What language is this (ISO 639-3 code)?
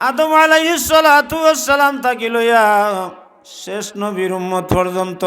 syl